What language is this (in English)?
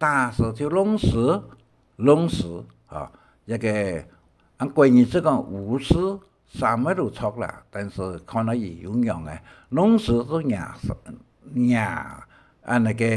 Hakka Chinese